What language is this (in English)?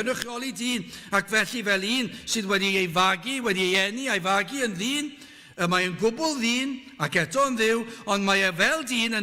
Welsh